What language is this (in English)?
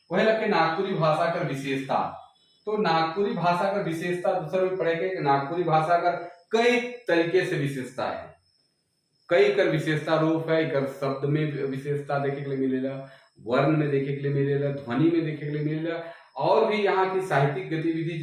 Sadri